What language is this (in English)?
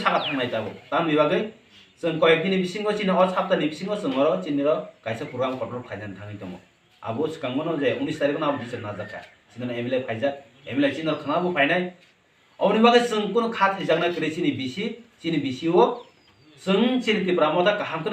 Kok Borok